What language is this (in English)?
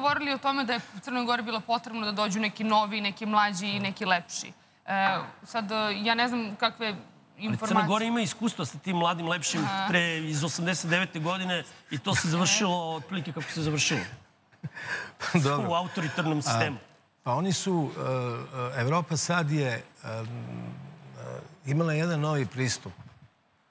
Serbian